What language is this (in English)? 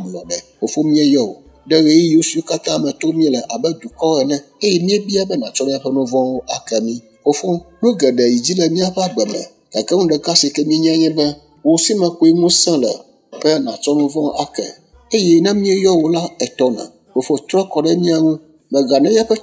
Ewe